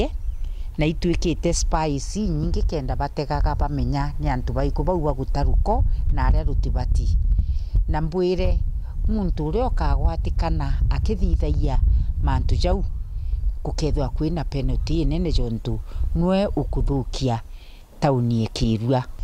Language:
Meru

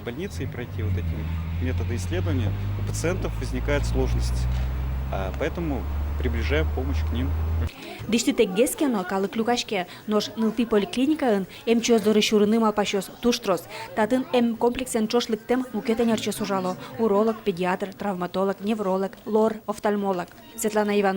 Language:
Udmurt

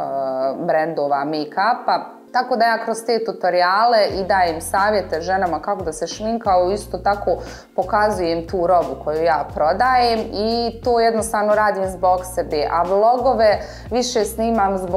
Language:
Bosnian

